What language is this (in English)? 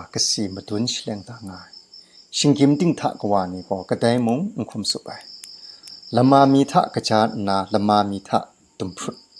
Kachin